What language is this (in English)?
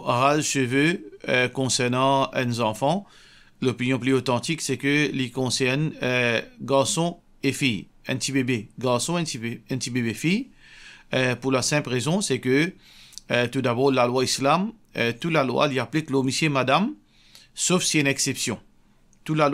Morisyen